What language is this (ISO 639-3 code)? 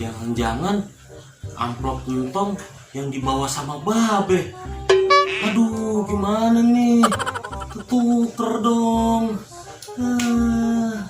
bew